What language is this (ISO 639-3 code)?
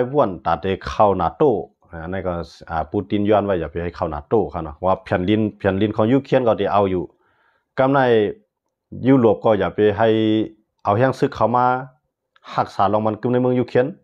shn